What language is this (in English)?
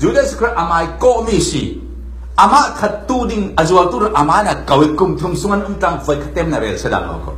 Falam Chin